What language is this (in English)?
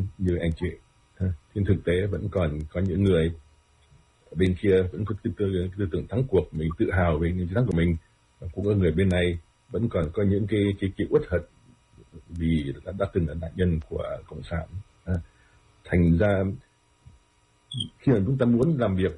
Vietnamese